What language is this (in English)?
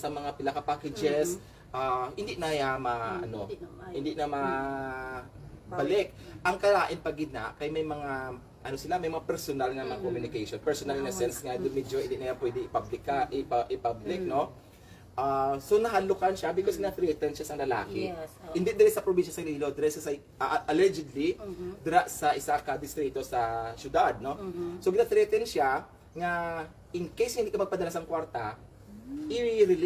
Hiligaynon